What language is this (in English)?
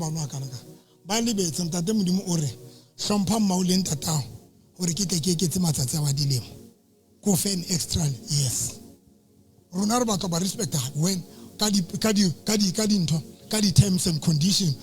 Southern Sotho